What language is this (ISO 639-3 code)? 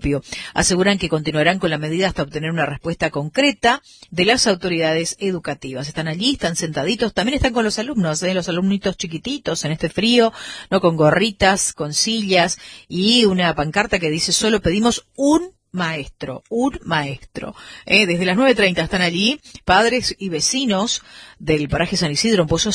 spa